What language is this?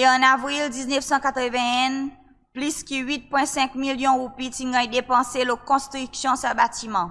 Seselwa Creole French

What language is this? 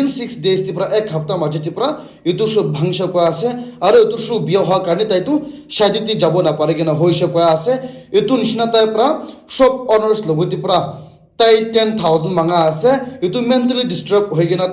Naga Pidgin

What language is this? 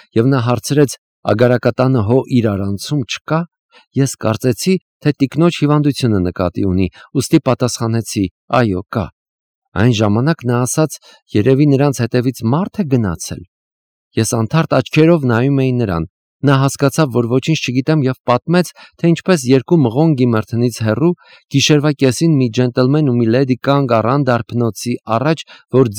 Armenian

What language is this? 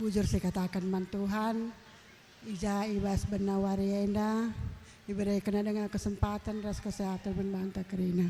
Batak Karo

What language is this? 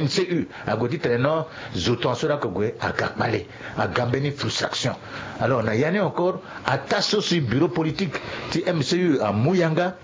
Sango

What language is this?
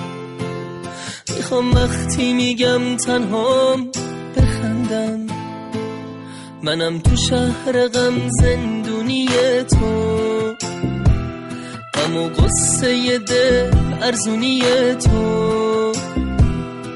Persian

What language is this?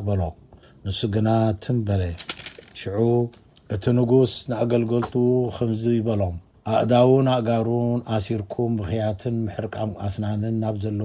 Tigrinya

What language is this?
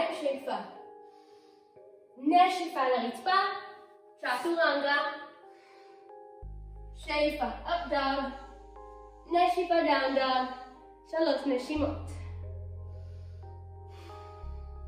Hebrew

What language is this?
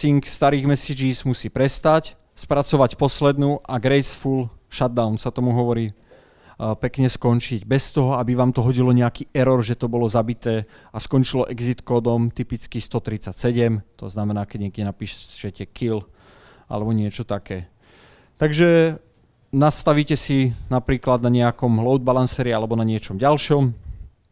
Slovak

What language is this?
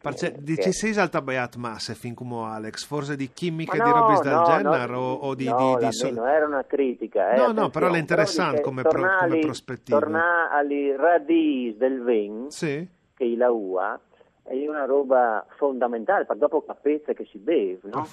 Friulian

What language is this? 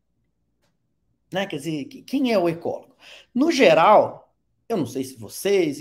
Portuguese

